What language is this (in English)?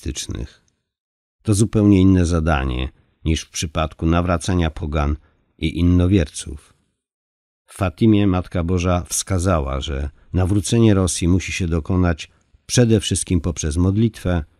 Polish